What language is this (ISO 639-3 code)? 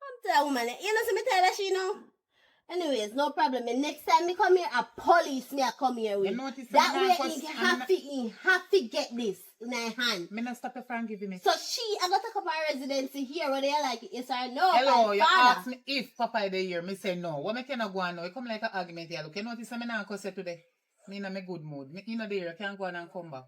jam